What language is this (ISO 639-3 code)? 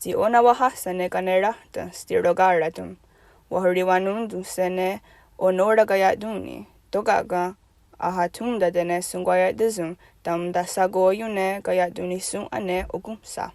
moh